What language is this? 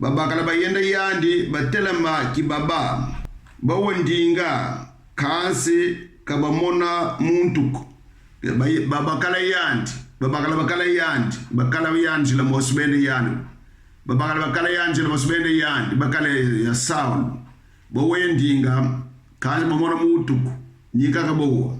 Kongo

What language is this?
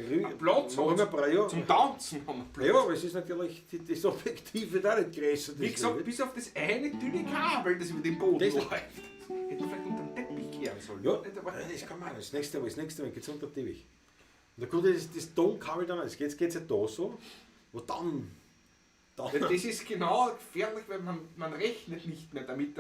Bavarian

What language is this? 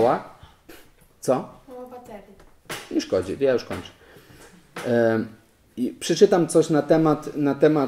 Polish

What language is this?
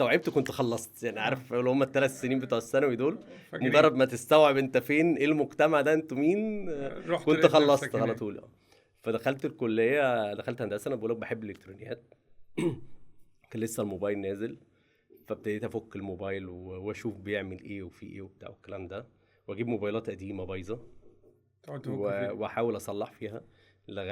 Egyptian Arabic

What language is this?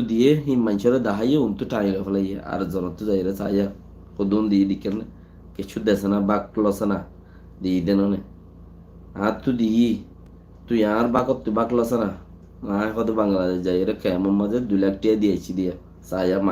Rohingya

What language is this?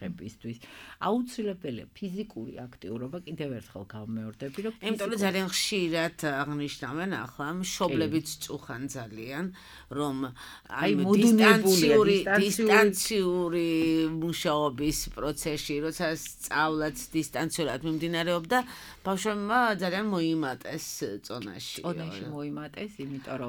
Georgian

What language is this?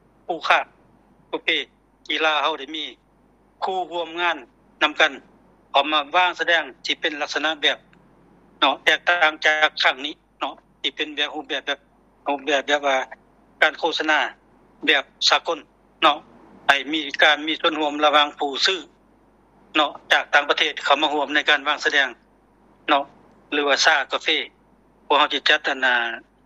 Lao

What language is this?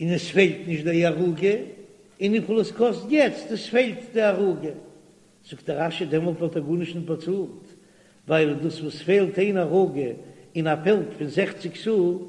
Yiddish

